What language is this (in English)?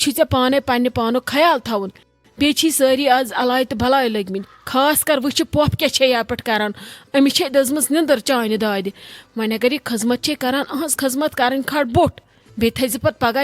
Kashmiri